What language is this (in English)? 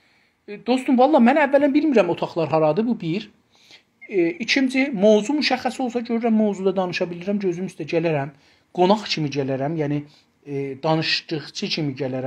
South Azerbaijani